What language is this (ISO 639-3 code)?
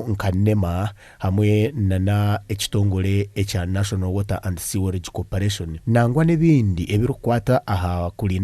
nyn